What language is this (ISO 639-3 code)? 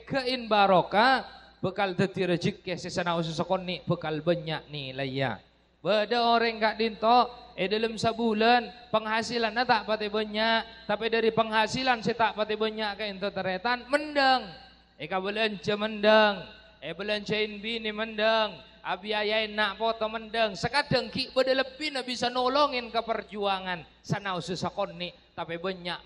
mad